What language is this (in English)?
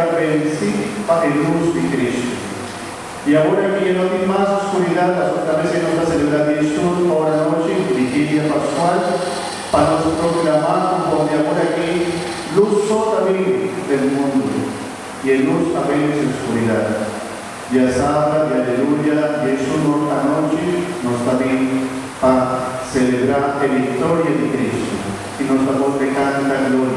Papiamento